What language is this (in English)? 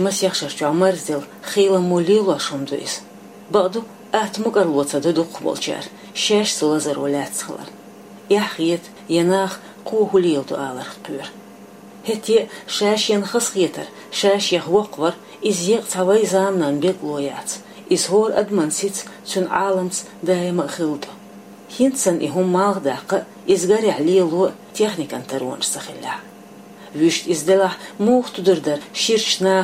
Chechen